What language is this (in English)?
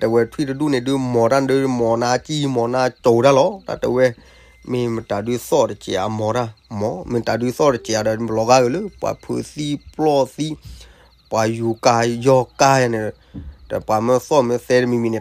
S'gaw Karen